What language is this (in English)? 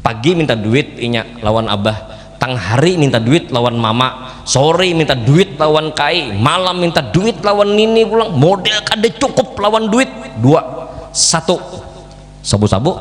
Banjar